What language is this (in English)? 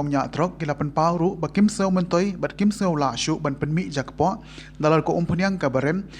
Khasi